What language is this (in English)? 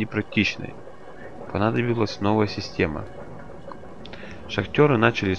Russian